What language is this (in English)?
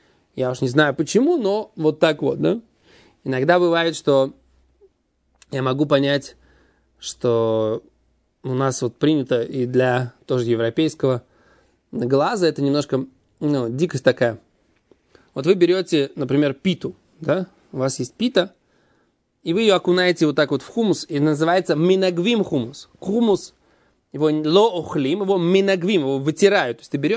Russian